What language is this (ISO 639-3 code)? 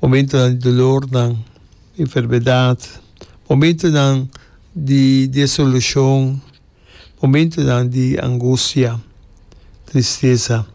pap